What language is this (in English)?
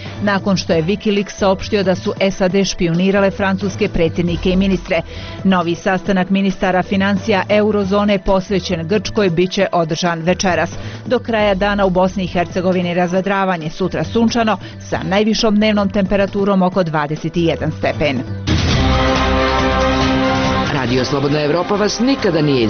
Bosnian